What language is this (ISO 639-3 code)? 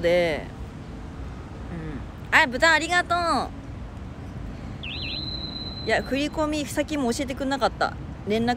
jpn